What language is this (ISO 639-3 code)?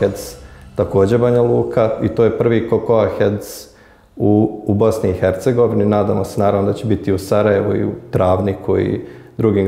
bos